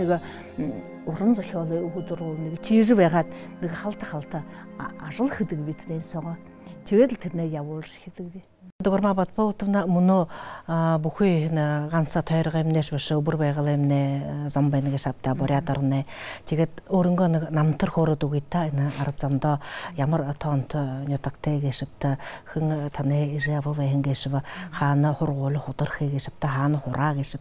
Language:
Buriat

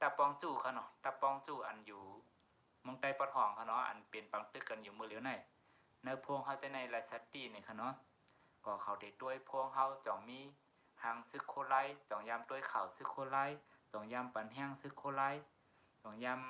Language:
Shan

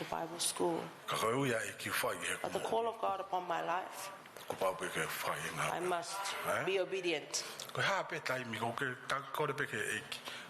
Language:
Tongan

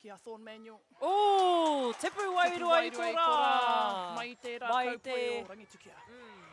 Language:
Māori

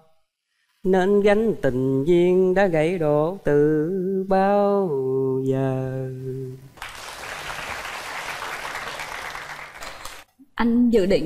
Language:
Vietnamese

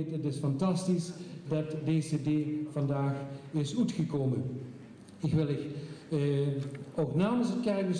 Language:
Dutch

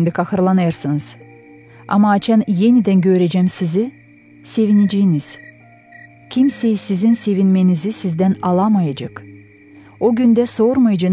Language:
Gagauz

